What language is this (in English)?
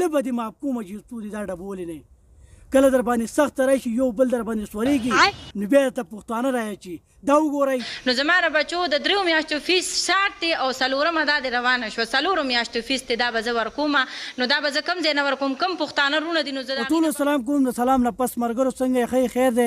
Pashto